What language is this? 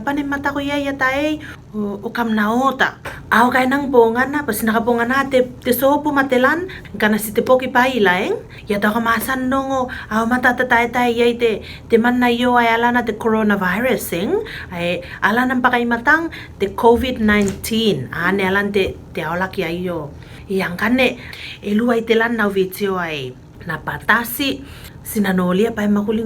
Tuvalu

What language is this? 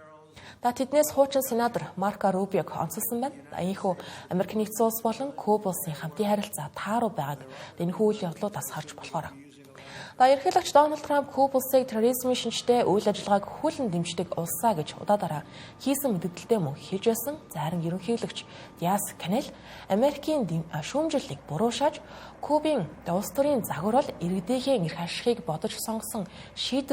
Mongolian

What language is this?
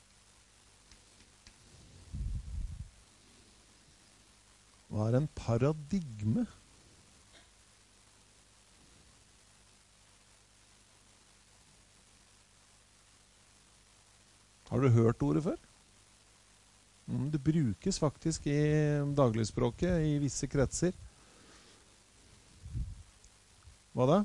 Norwegian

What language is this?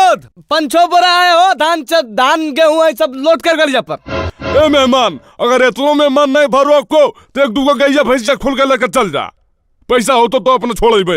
Magahi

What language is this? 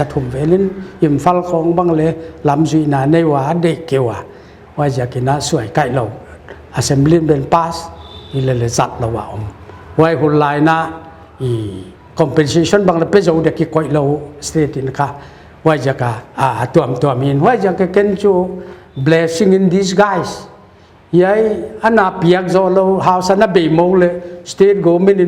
Paite Chin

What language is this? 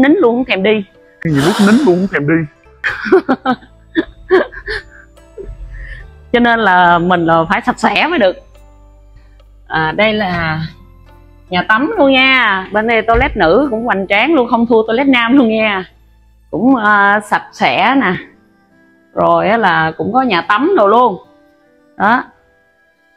Vietnamese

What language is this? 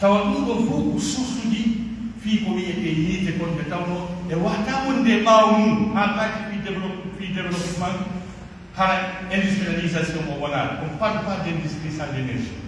Pular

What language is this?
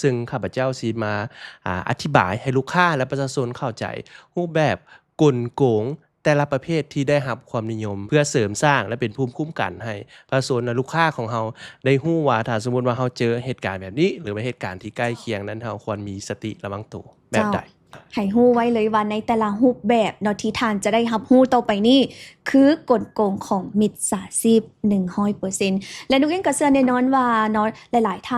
Lao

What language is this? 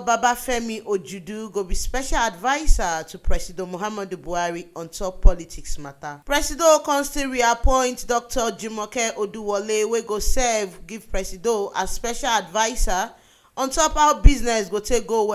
Nigerian Pidgin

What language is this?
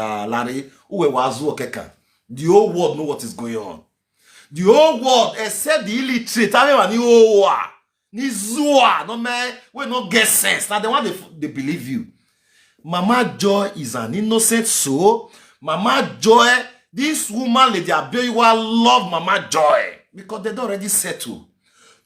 Nigerian Pidgin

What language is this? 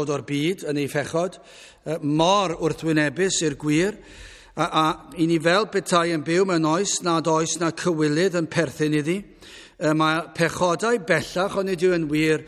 Welsh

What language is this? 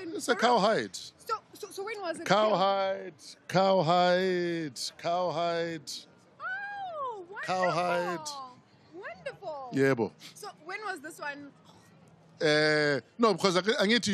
Venda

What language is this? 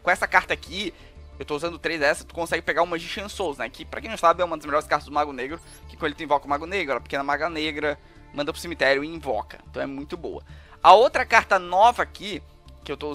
Portuguese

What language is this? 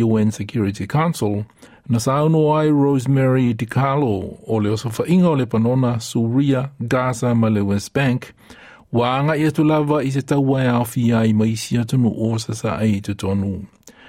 Samoan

